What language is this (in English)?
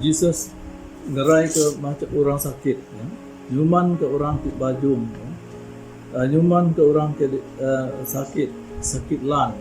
Iban